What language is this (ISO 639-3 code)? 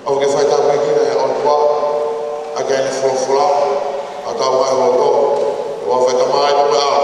ton